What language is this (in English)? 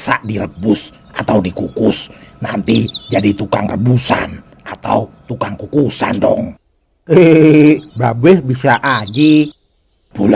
Betawi